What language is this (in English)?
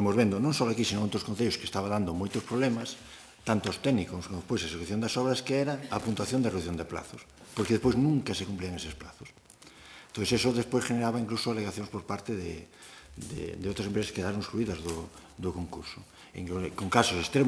Galician